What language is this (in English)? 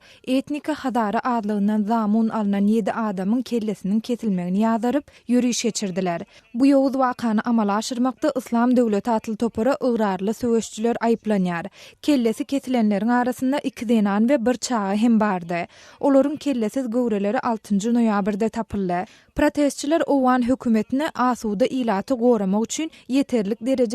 Turkmen